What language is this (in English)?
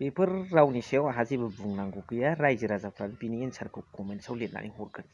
Bodo